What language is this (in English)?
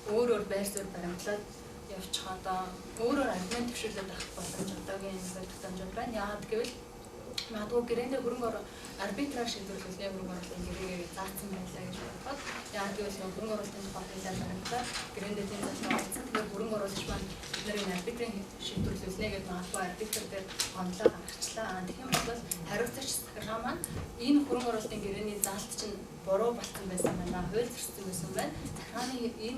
Mongolian